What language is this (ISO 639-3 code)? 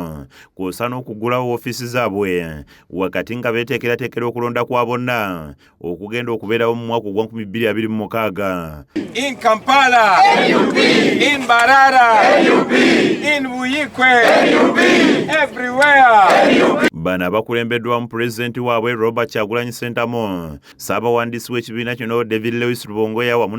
lug